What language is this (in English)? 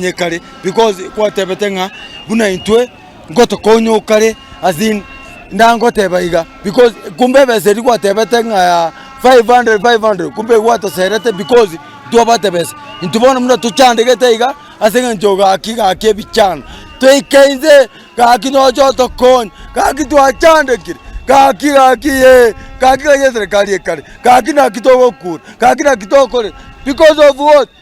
Gusii